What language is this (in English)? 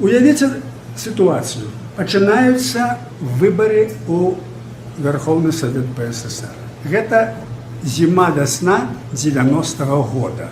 Belarusian